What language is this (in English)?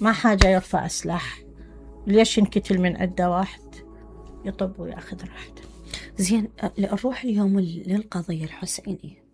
Mesopotamian Arabic